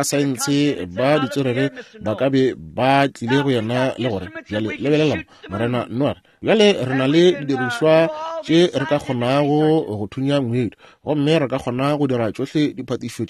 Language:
Northern Sotho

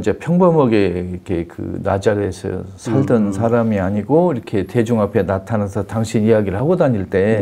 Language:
Korean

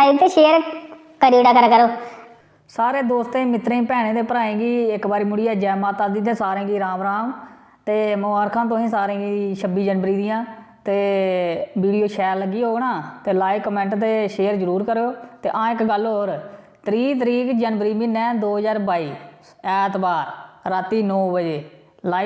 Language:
Dogri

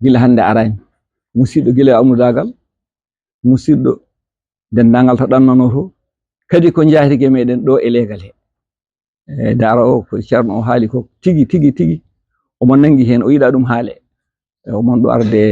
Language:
Fula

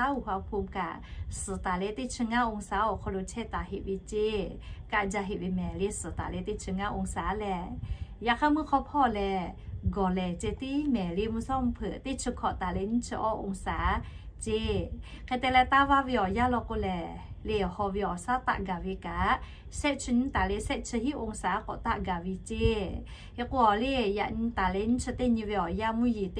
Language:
Lahu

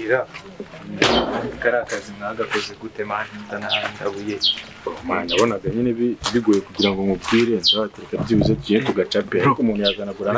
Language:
Kinyarwanda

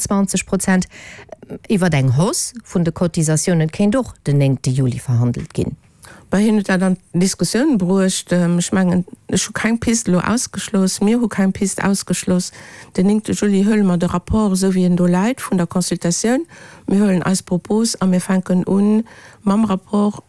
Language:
Luxembourgish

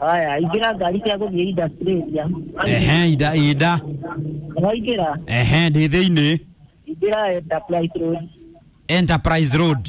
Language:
Kikuyu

